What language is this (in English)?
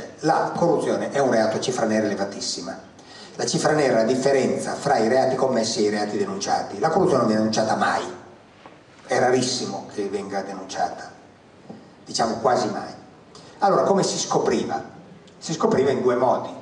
Italian